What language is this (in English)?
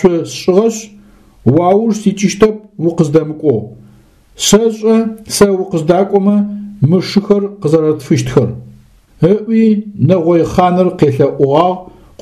Adyghe